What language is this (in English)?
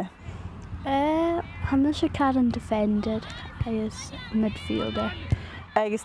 Scottish Gaelic